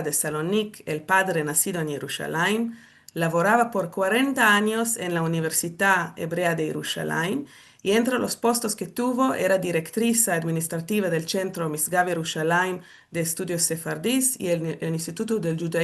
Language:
Ladino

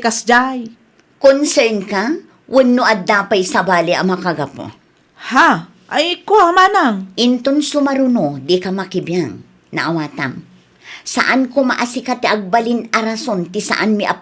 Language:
Iloko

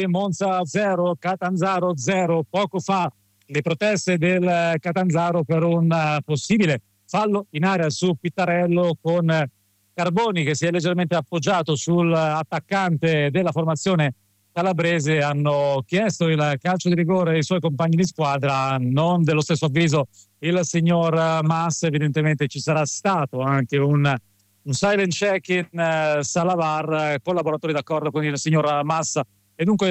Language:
Italian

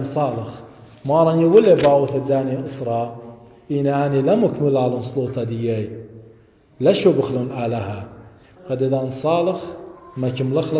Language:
Assyrian Neo-Aramaic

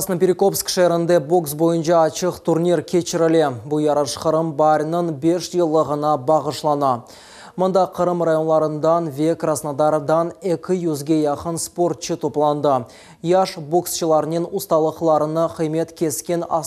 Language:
Crimean Tatar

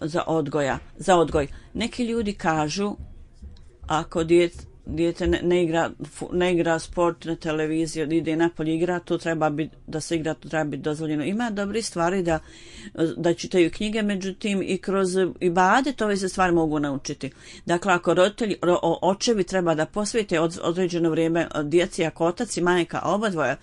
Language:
Bosnian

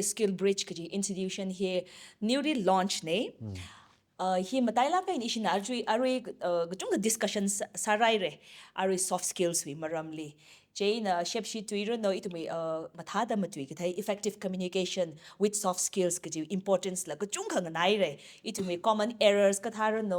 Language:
Tangkhul Naga (India)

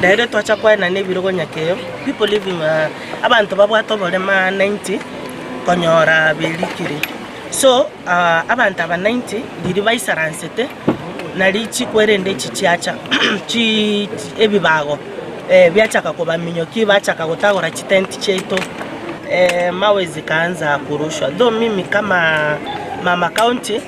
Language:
Gusii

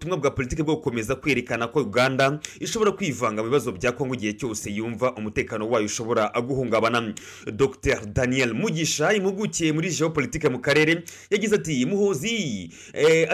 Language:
Kinyarwanda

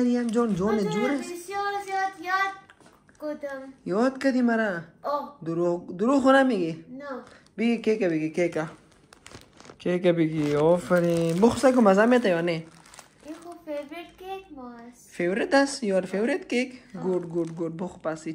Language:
Persian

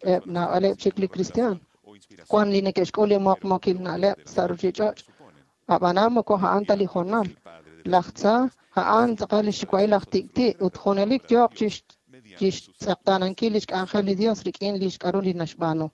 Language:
Kekchí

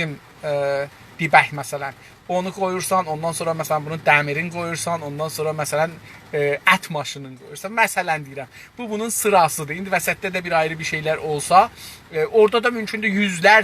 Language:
South Azerbaijani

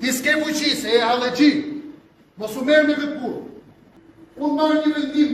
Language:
Albanian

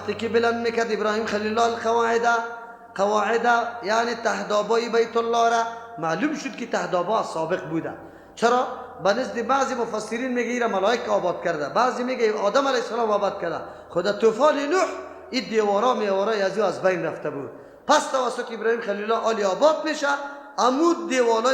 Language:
Persian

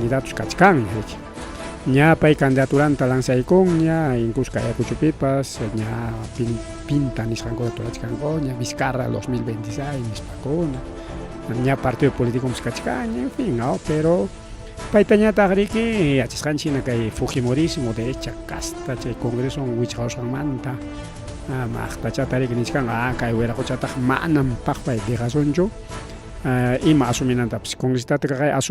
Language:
Ayacucho Quechua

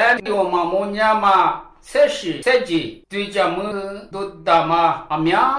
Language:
Lisu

